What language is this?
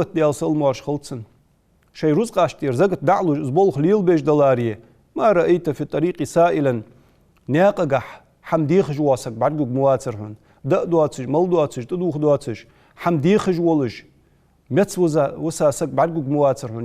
Ingush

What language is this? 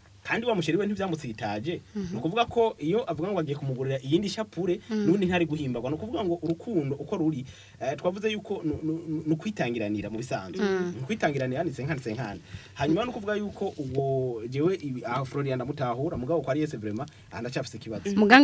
Rundi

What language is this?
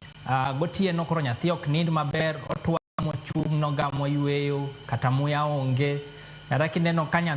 Luo (Kenya and Tanzania)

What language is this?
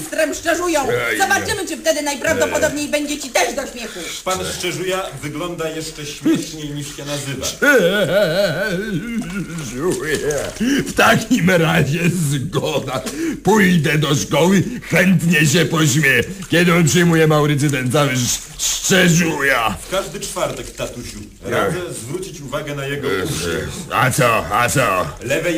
Polish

